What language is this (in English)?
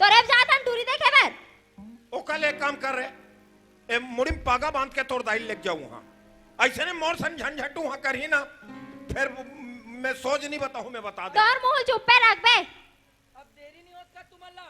Chhattisgarhi